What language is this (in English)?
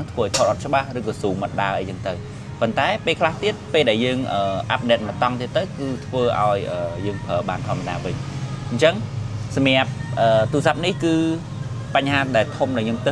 Khmer